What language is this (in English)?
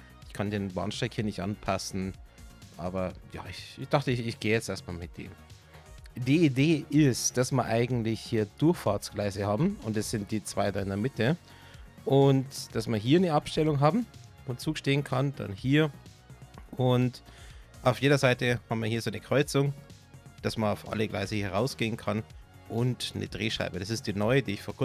German